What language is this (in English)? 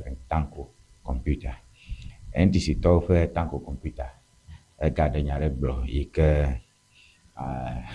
Ewe